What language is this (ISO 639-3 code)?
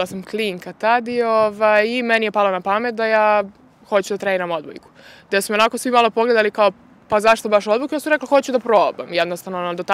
srp